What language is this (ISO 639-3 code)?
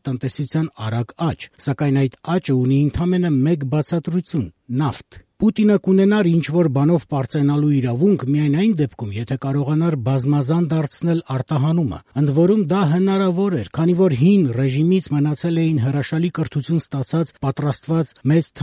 hye